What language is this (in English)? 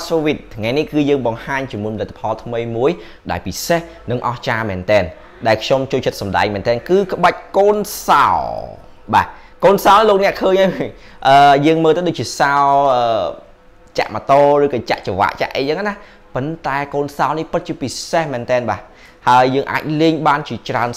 Khmer